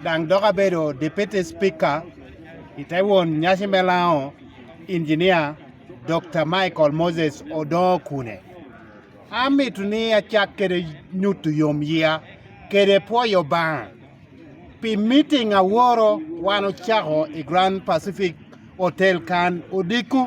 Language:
Lango (Uganda)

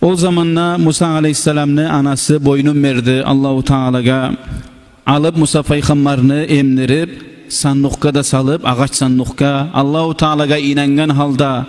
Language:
Kumyk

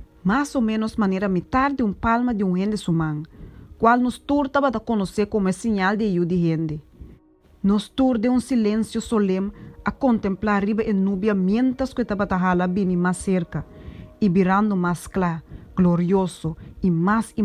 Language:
Papiamento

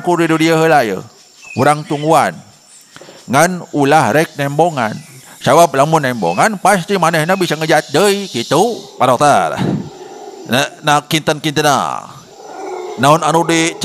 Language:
Sundanese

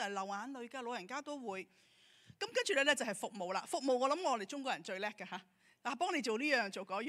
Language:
Cantonese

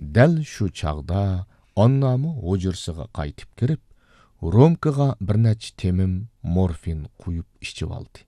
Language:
Uyghur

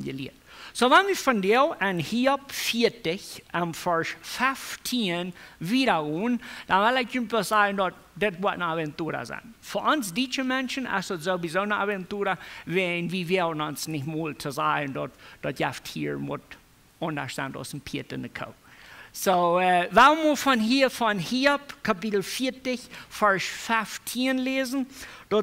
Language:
Plautdietsch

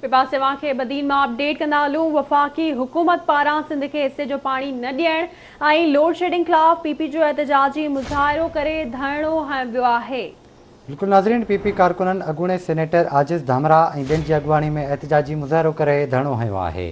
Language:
Sindhi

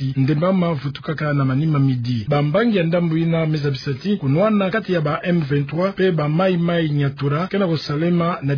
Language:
Kituba (Democratic Republic of Congo)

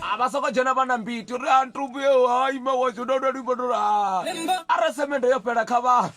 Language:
Venda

